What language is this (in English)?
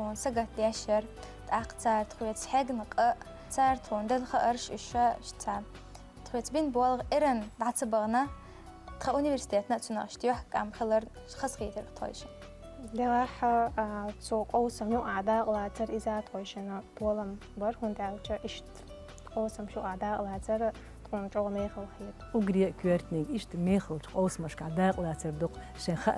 Chechen